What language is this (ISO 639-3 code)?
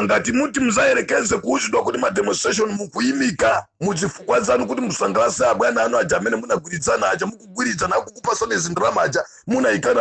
nya